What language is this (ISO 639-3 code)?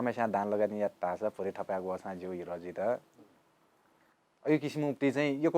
new